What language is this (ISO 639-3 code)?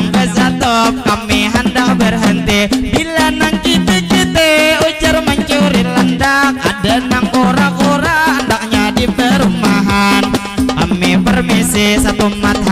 bjn